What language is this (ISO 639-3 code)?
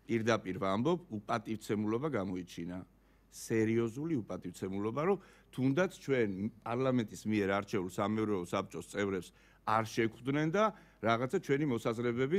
kat